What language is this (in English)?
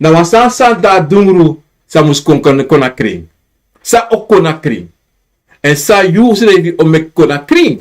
Sranan Tongo